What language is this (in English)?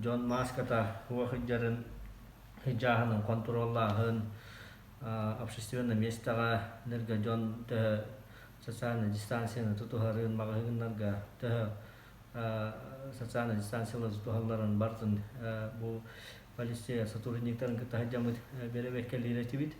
Yakut